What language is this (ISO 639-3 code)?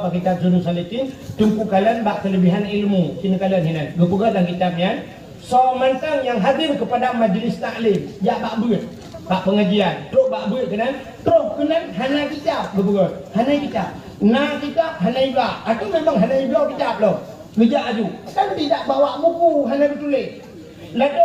ace